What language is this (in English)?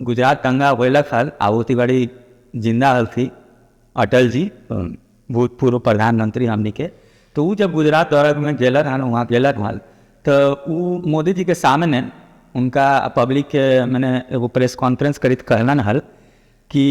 Magahi